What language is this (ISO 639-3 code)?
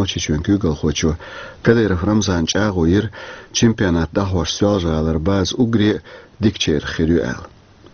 che